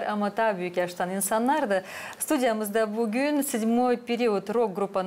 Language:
Gagauz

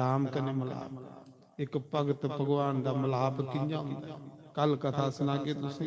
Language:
Dogri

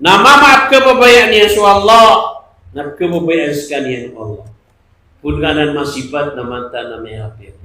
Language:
Maranao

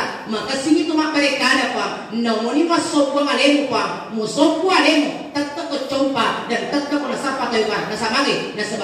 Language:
Buginese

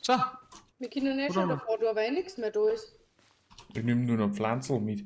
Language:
Bavarian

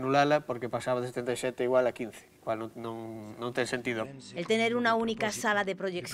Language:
Galician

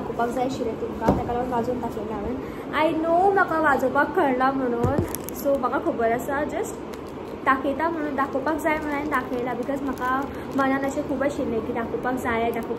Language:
Konkani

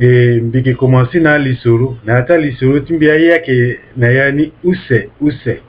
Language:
Sango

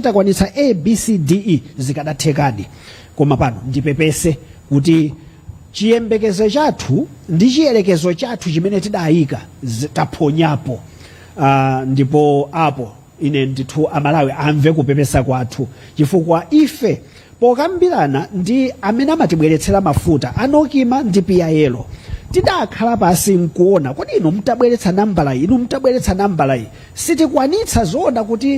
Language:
Nyanja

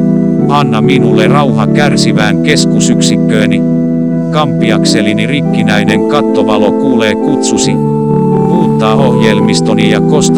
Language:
Finnish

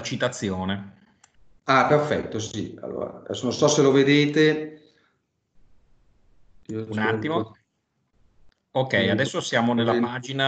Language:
Italian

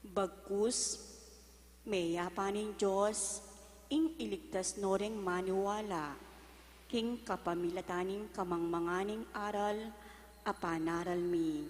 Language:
Pampanga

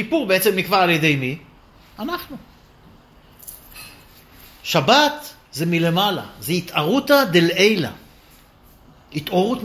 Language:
Hebrew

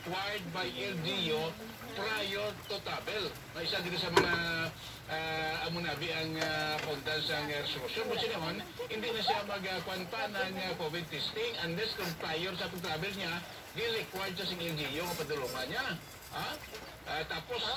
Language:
Hiligaynon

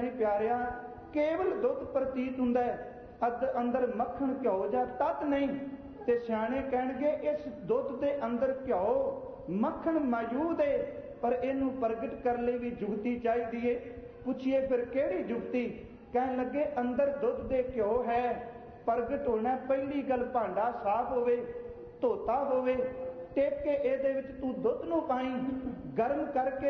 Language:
Punjabi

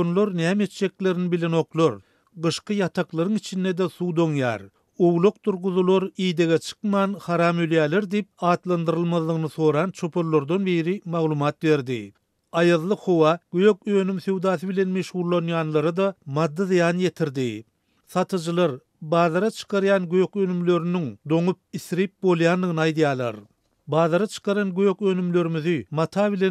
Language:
Turkmen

